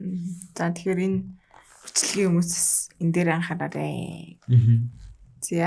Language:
Mongolian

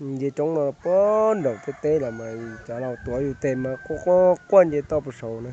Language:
Hmong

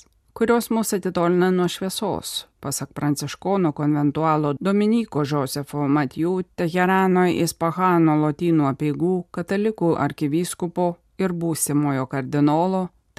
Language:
Lithuanian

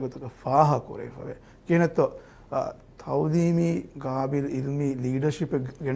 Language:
Divehi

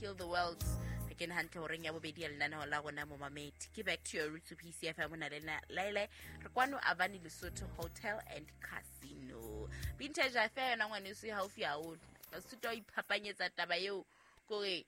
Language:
Southern Sotho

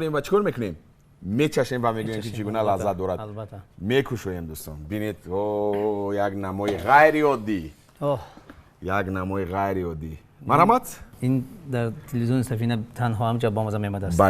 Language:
Tajik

